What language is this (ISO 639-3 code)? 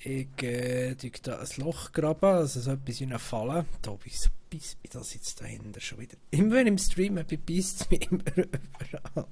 gsw